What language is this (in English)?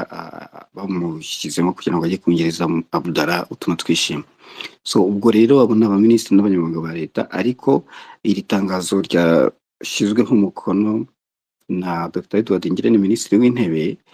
Kinyarwanda